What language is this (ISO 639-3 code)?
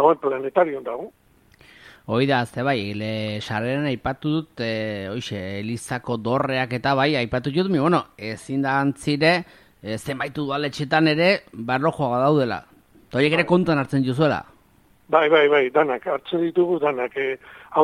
eus